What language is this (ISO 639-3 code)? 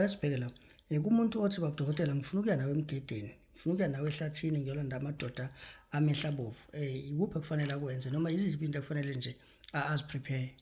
zul